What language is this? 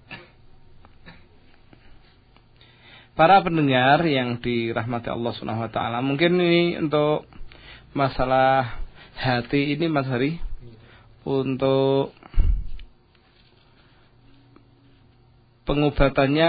Indonesian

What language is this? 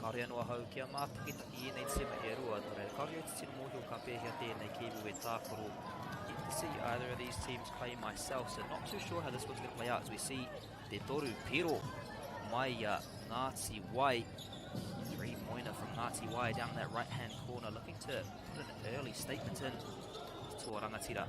Māori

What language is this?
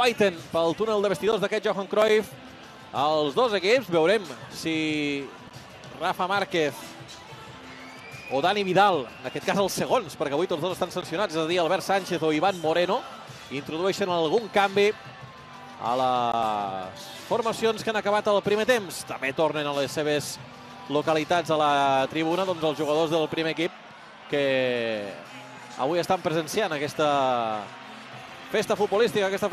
Catalan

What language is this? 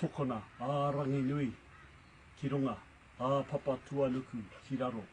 Māori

